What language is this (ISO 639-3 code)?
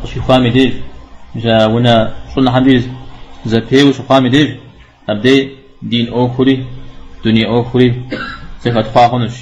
kbd